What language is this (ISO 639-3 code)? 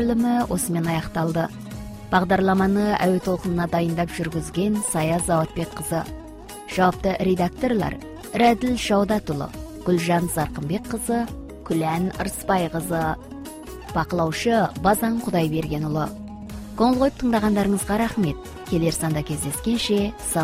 kaz